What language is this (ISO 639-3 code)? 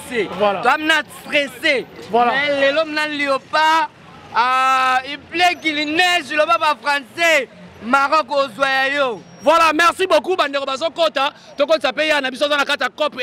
lin